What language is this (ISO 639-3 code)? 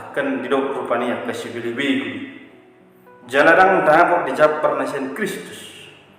bbc